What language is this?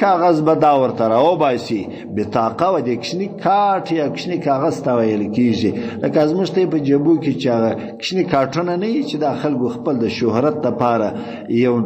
Pashto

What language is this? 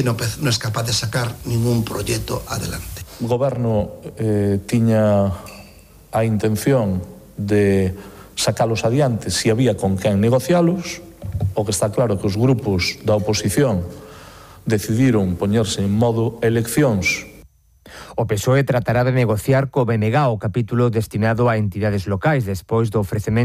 Galician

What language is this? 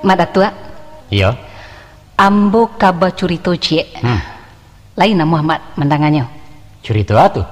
Minangkabau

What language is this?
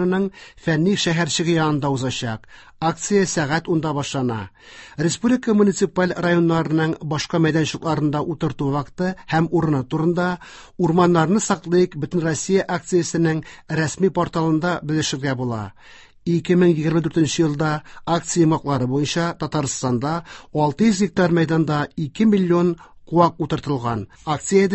Tatar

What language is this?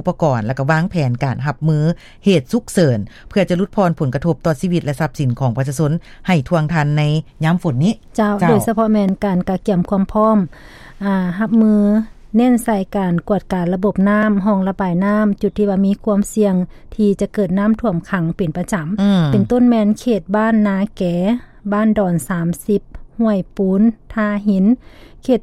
Lao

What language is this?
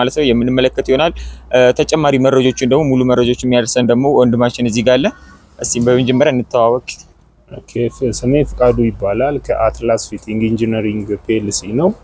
Amharic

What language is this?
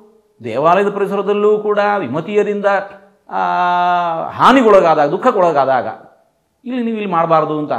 Kannada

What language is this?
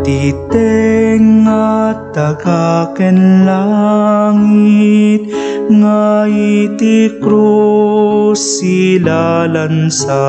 Iloko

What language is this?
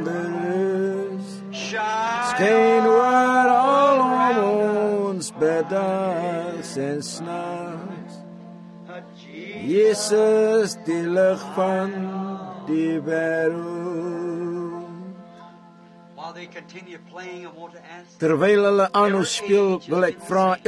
Afrikaans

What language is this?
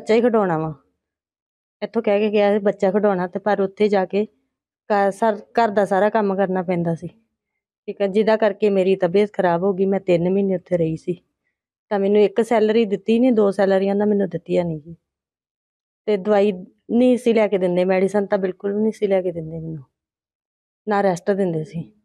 Punjabi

